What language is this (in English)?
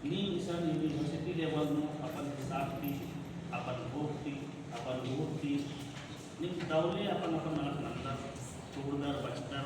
Kurukh